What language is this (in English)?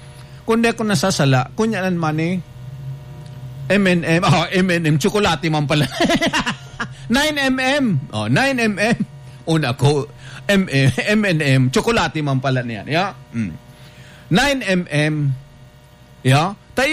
Filipino